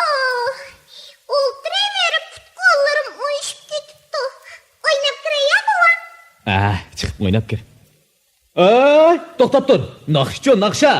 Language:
Uyghur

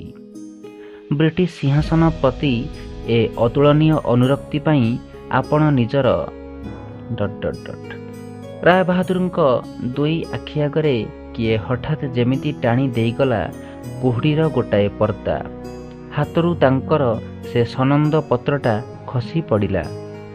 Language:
Odia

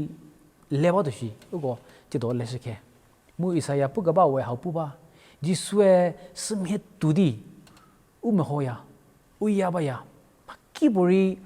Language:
Angami Naga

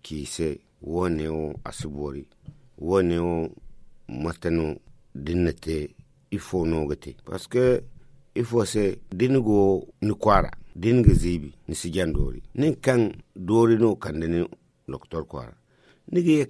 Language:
Zarma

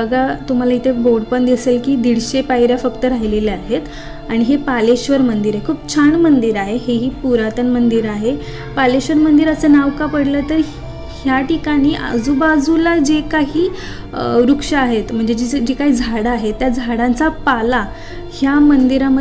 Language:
Marathi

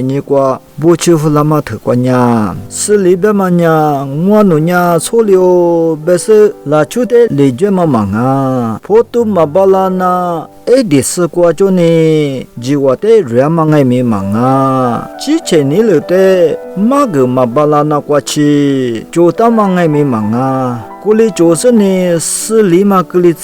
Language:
Lisu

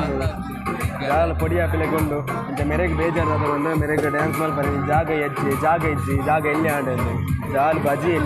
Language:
Tulu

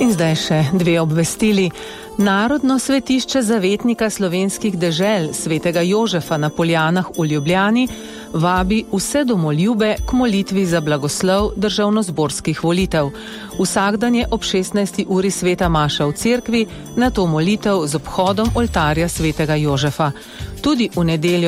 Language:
Slovenian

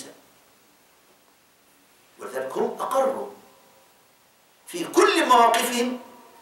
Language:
Egyptian Arabic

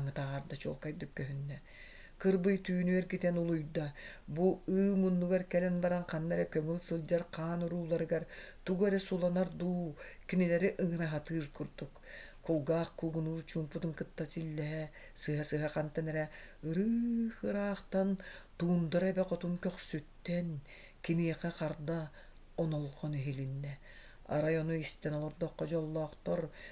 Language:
Yakut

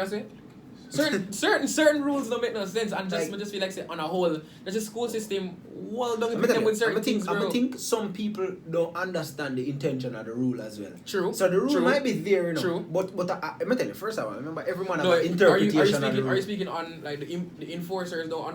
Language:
Jamaican Creole English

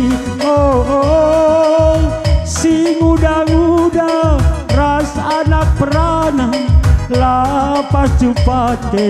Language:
Batak Karo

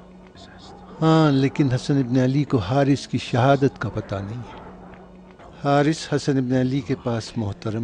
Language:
Urdu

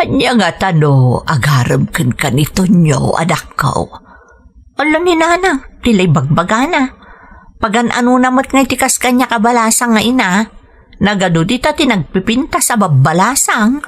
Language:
Iloko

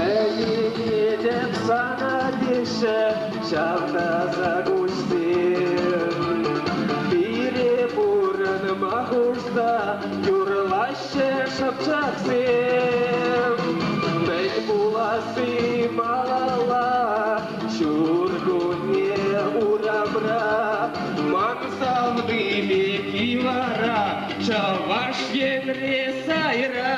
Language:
Chuvash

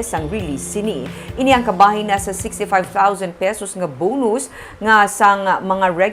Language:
Hiligaynon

